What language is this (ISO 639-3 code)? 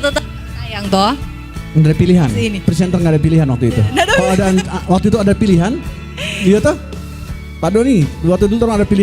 xmm